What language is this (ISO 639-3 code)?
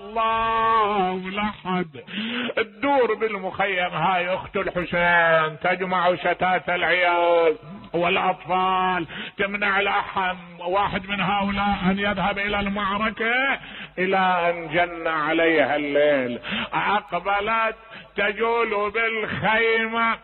acm